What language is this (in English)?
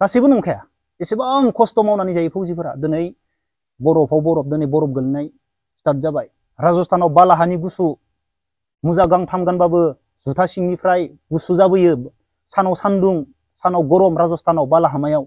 Bodo